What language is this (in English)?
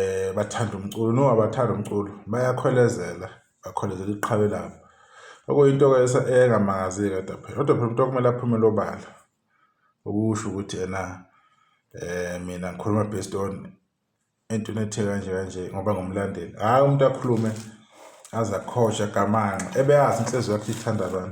Zulu